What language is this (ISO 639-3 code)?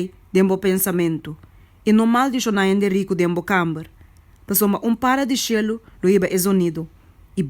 pap